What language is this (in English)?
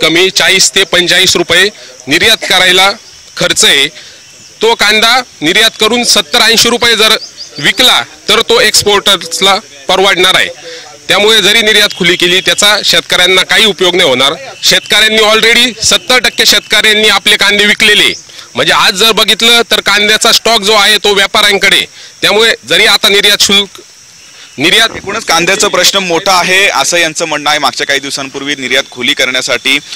Marathi